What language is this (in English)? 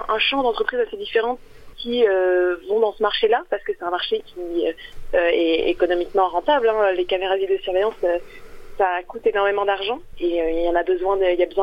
French